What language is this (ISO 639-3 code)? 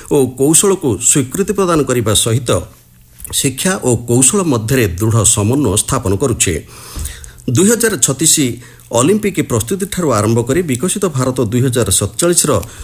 ori